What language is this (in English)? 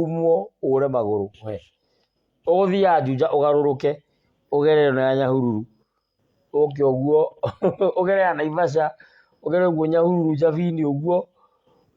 Kikuyu